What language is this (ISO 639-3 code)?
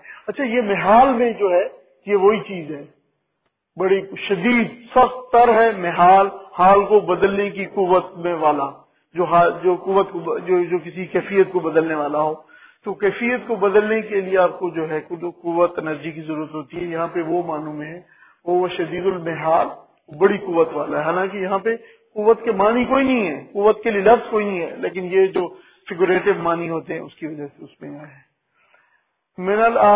urd